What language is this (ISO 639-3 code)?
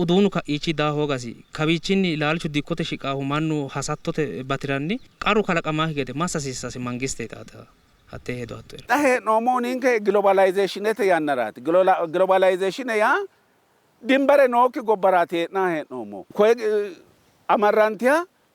sid